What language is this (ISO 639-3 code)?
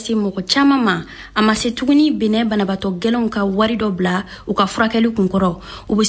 bam